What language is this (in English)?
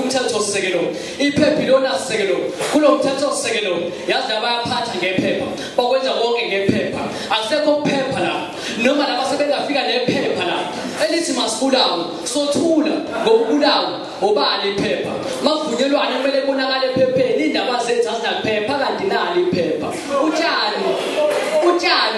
Zulu